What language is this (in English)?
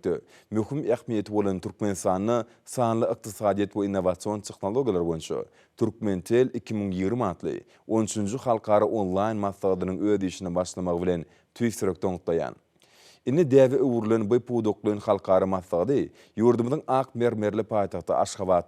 Turkmen